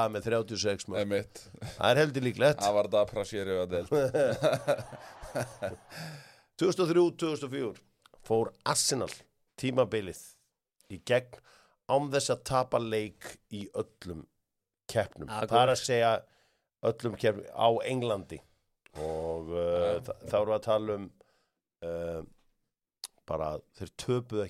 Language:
Icelandic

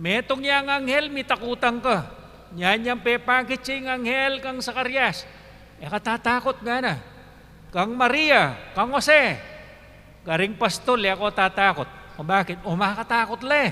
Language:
Pampanga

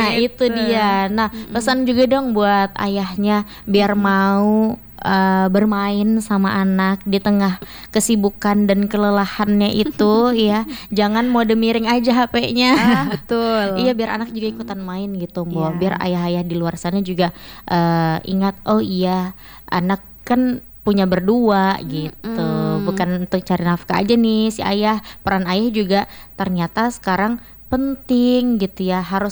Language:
Indonesian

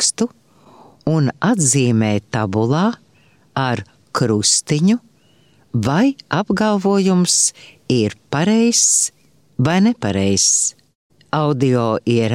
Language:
Latvian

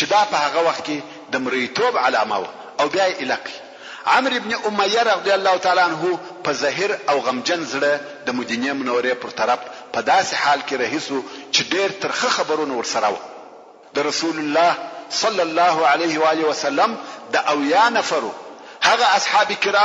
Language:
Pashto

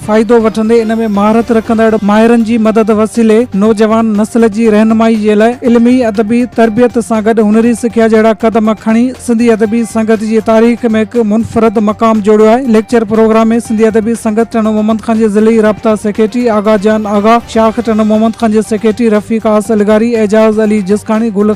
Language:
Sindhi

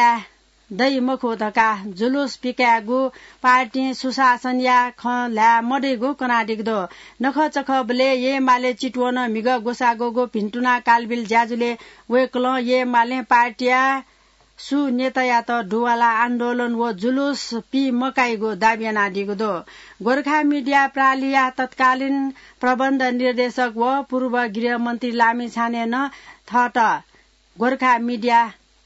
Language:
Newari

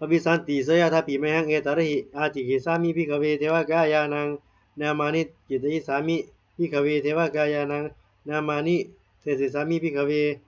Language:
Pali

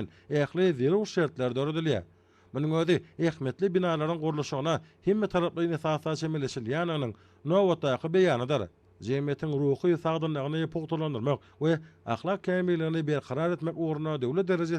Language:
Turkmen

